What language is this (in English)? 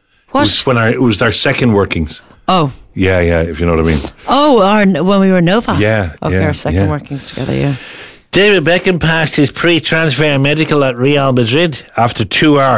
English